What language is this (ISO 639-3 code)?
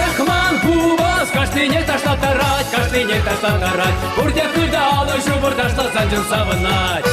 chv